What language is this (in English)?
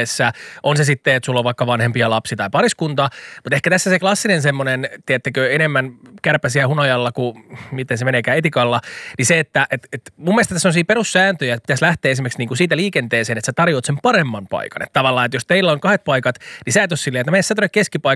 Finnish